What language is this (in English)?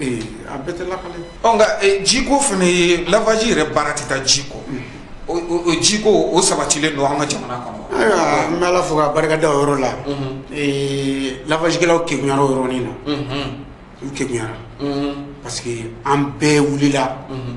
Bambara